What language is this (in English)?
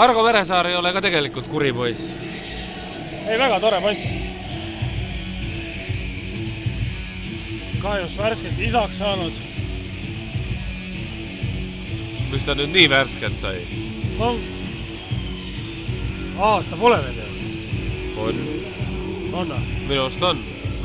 Estonian